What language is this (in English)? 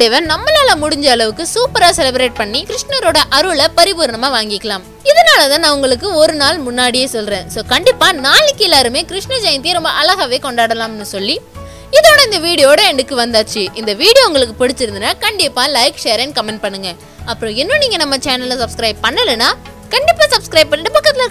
Tamil